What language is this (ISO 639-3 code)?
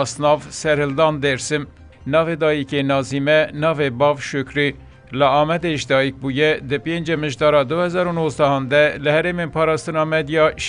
kur